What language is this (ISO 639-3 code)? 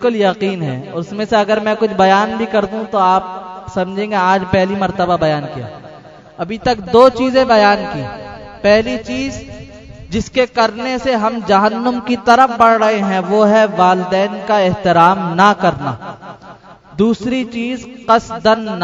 urd